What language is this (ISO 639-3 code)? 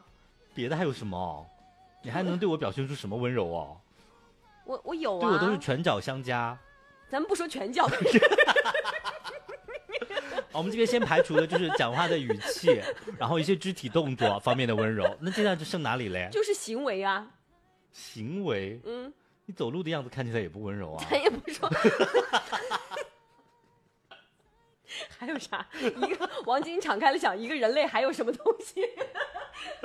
zho